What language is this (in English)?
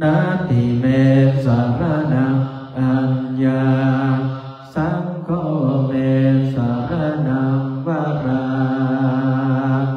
Pali